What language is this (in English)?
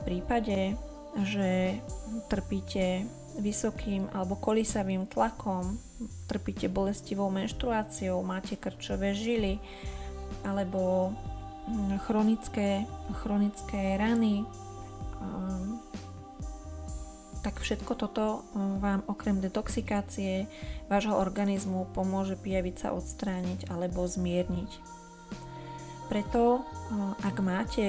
Slovak